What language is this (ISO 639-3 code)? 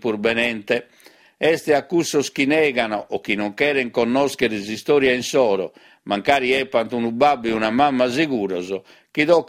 srd